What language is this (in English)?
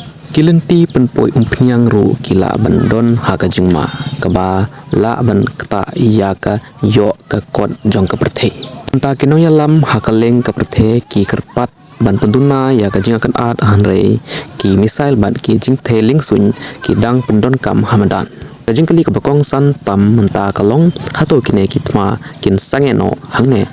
Khasi